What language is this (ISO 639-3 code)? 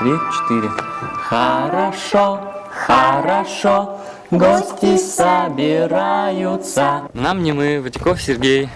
udm